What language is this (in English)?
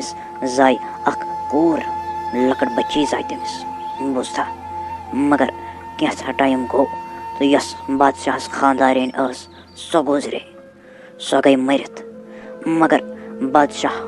Kashmiri